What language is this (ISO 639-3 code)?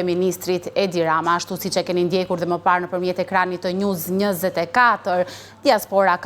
sqi